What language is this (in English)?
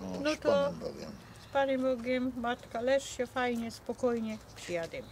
Silesian